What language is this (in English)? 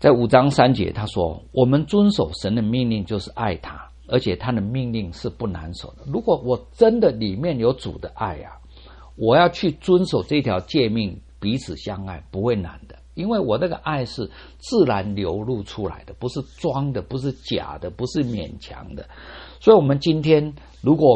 Chinese